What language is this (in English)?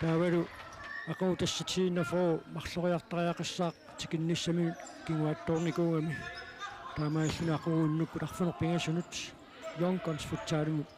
Kalaallisut